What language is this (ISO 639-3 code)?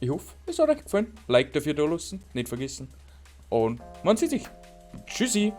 bar